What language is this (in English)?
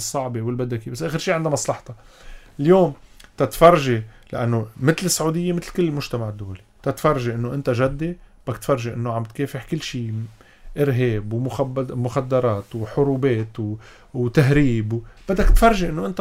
North Levantine Arabic